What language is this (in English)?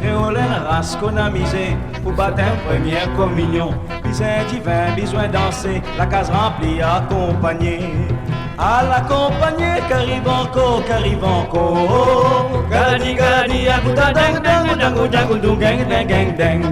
Morisyen